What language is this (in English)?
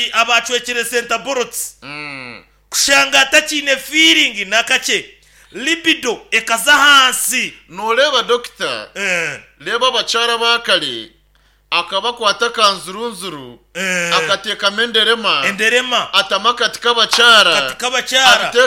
Nyankole